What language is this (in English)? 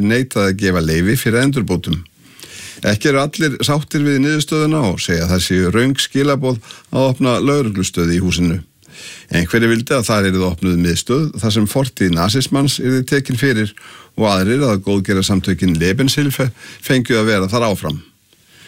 Icelandic